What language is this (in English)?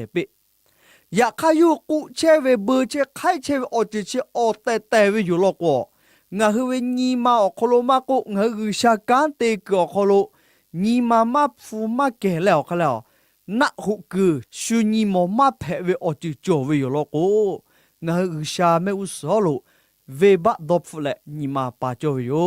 Lahu